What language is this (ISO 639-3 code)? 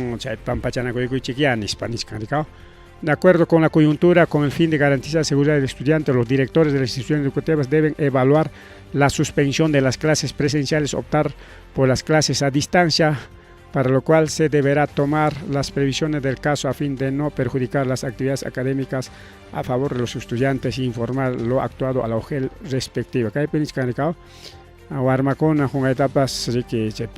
quy